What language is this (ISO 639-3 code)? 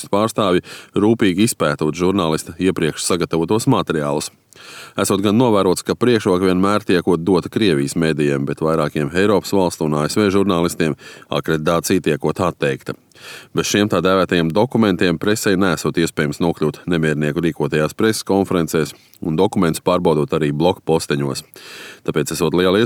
lav